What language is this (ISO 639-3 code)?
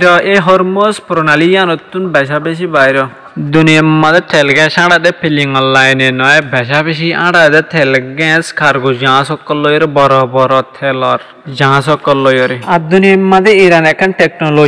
rhg